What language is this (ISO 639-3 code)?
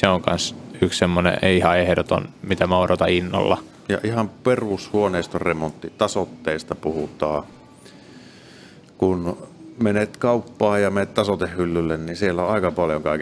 fin